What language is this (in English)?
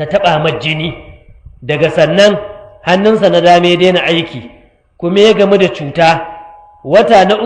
Hausa